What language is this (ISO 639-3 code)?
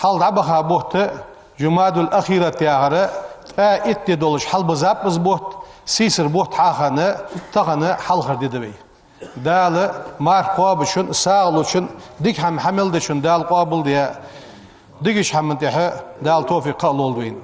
inh